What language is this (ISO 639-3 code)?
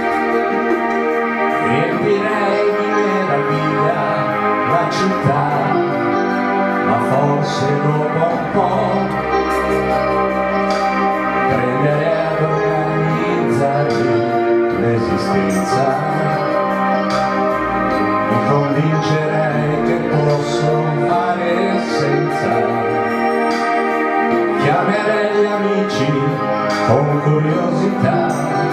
ita